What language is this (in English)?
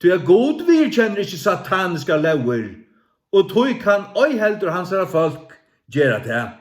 Faroese